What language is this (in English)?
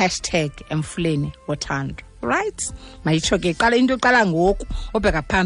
Xhosa